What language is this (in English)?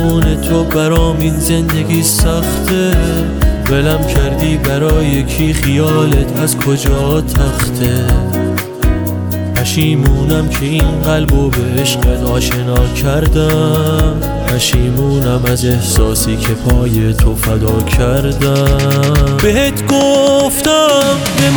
Persian